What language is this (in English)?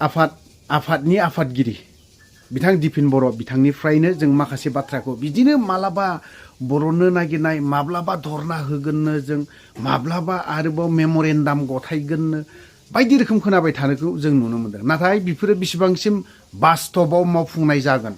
Bodo